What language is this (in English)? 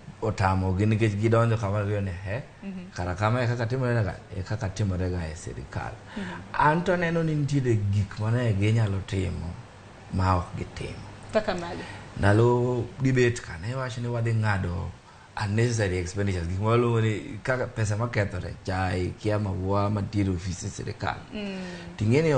Luo (Kenya and Tanzania)